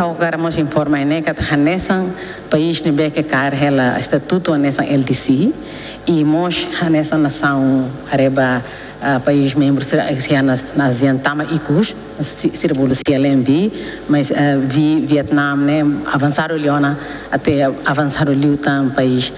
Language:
Tetum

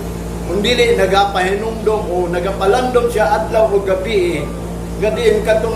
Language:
Cebuano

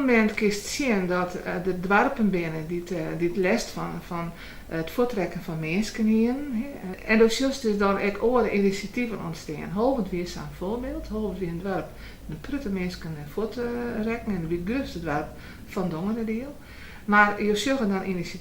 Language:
Western Frisian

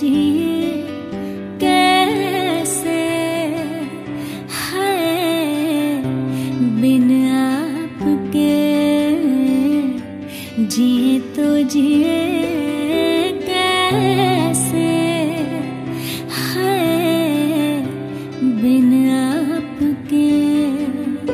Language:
Hindi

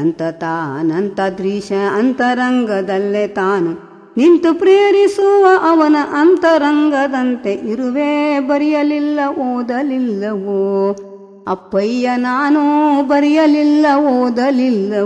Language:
Kannada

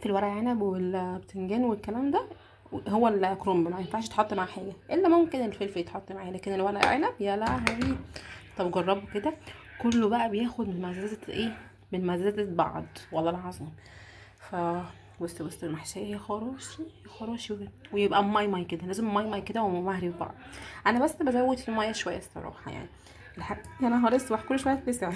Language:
Egyptian Arabic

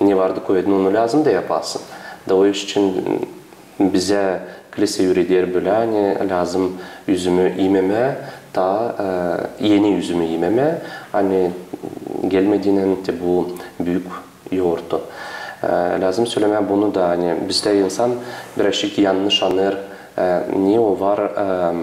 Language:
Gagauz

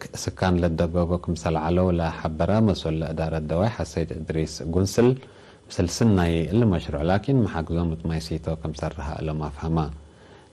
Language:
Tigre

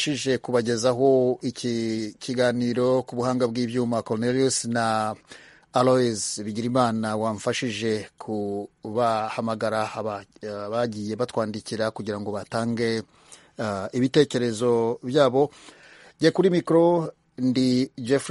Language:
Kinyarwanda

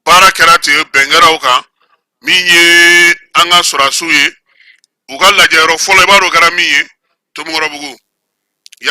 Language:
Bambara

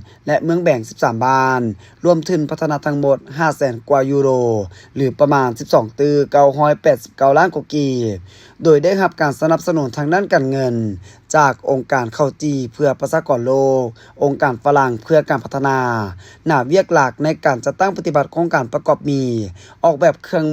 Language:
Lao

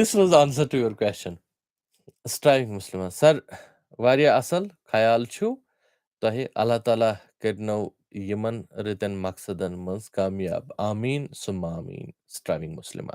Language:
Kashmiri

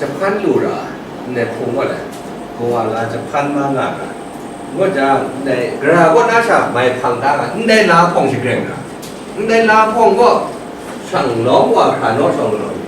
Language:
Kachin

